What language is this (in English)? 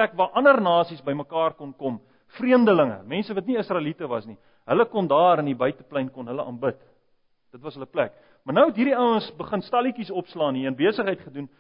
Afrikaans